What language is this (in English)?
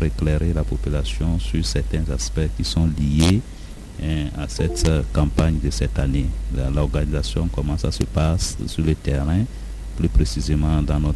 French